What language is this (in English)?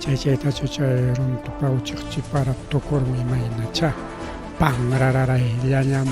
Ayacucho Quechua